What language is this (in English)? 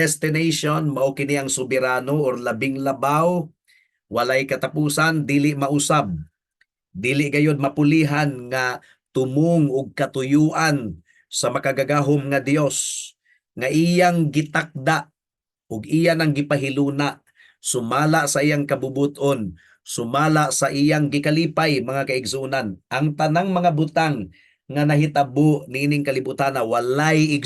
Cebuano